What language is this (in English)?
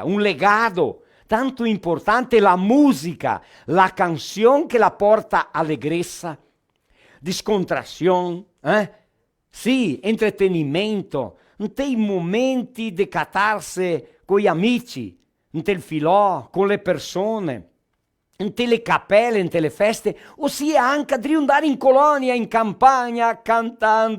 Venetian